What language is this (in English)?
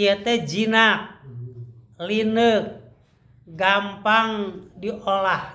Sundanese